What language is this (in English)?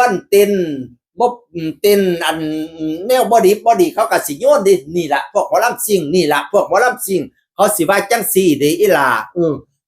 Northeastern Thai